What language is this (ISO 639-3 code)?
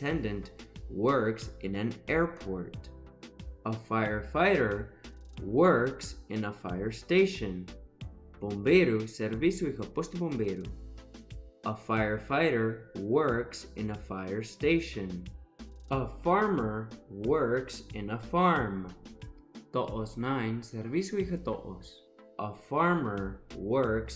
tet